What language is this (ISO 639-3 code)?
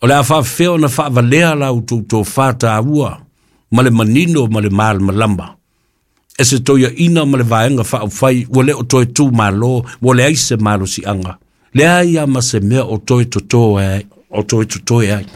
smo